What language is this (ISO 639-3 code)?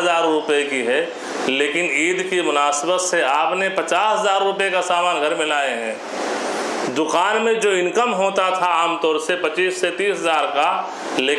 urd